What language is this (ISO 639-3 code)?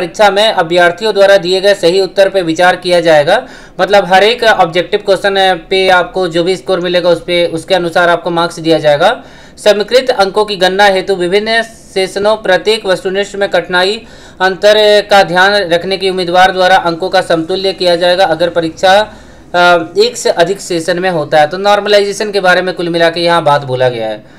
hin